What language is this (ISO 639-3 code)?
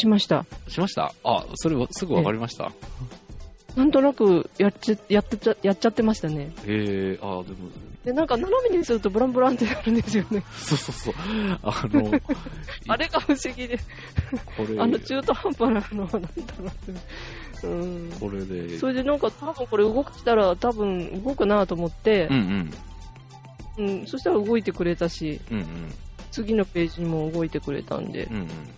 jpn